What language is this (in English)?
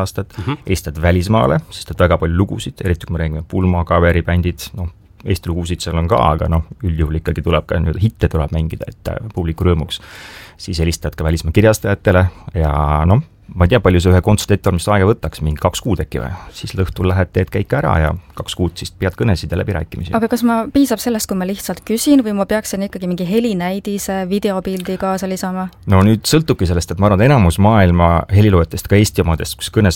Estonian